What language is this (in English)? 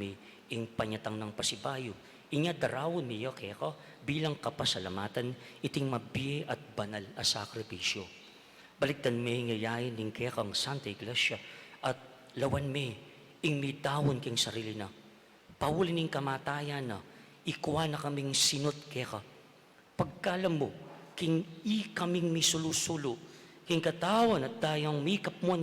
Pampanga